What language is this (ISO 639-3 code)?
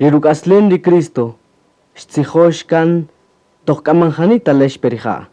cak